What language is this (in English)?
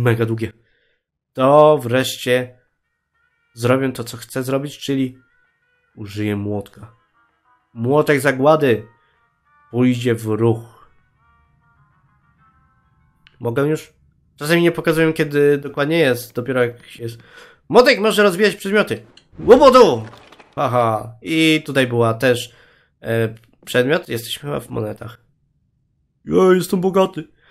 Polish